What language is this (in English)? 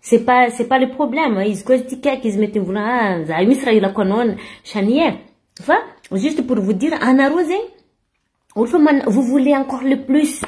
Malagasy